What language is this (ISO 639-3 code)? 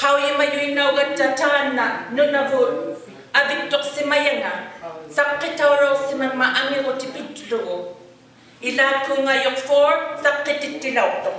iku